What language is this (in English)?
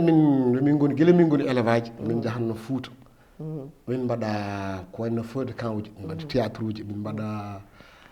Fula